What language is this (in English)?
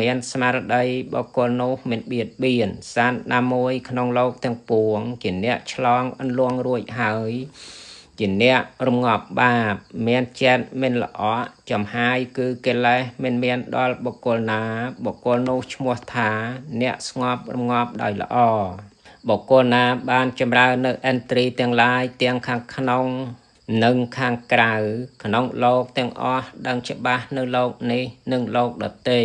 Khmer